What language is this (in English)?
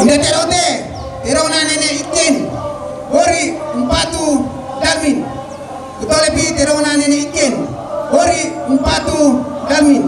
Toraja-Sa'dan